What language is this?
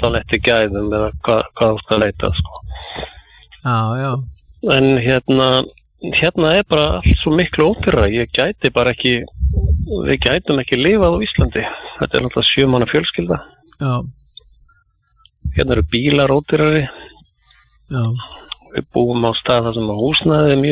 Icelandic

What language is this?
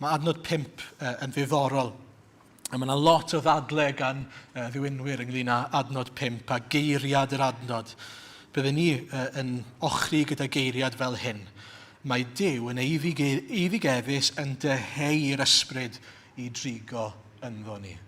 Welsh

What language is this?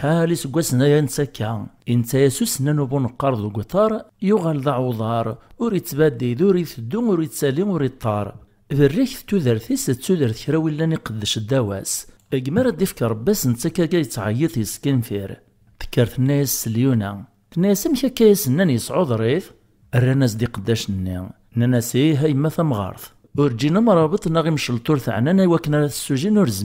Kabyle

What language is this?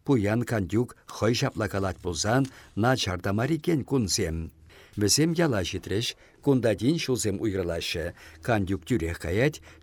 Chuvash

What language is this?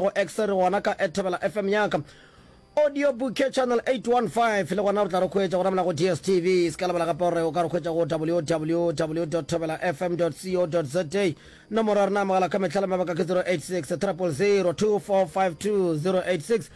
Northern Sotho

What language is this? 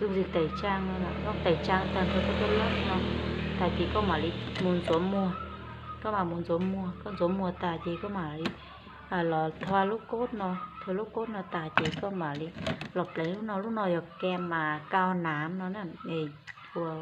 Hmong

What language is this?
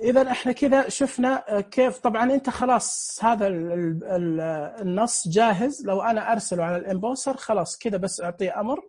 Najdi Arabic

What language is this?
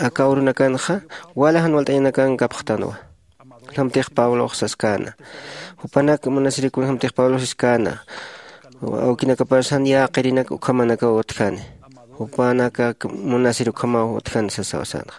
Aymara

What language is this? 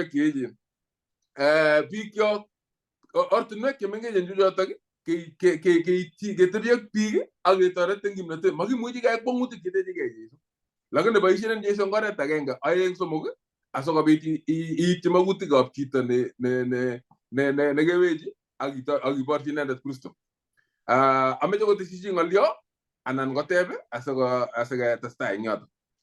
Kalenjin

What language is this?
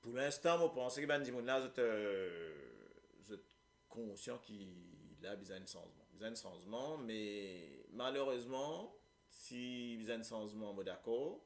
Morisyen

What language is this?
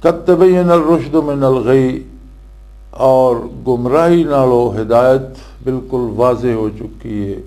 Western Panjabi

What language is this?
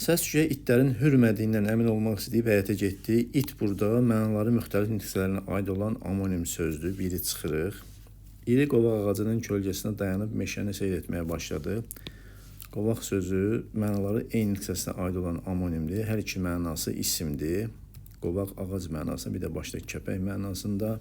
Azerbaijani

